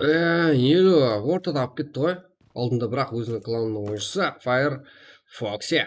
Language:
Kara-Kalpak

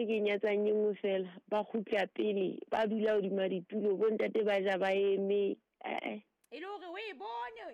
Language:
Southern Sotho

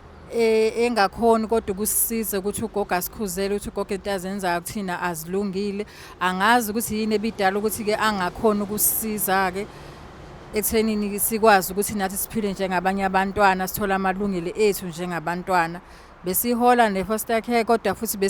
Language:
Zulu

